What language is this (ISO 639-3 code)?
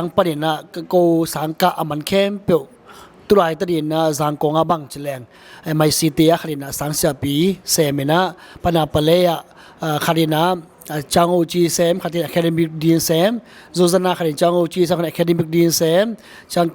ctd